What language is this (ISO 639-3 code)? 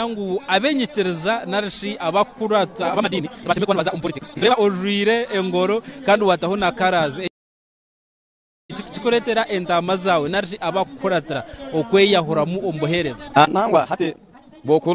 nyn